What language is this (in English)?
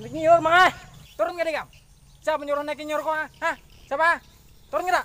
Banjar